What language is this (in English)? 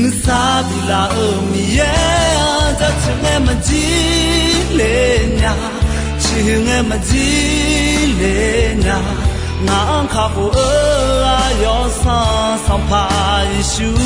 Akha